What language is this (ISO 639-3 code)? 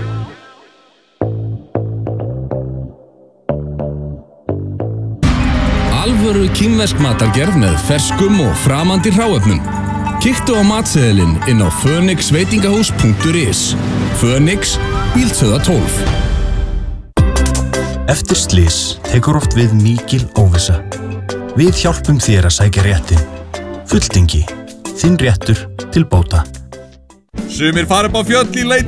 isl